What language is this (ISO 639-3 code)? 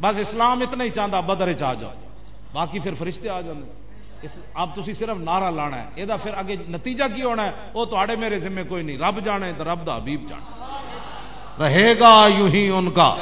lah